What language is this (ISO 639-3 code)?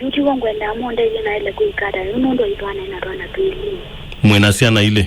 kam